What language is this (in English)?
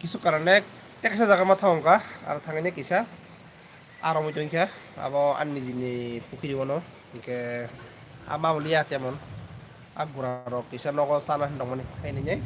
Kok Borok